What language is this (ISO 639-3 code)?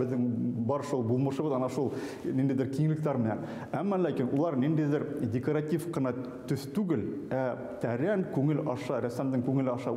bak